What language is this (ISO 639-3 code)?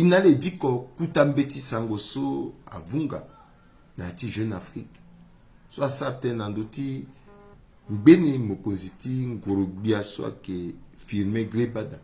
sag